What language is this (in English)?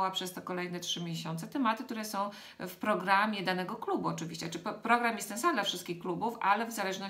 Polish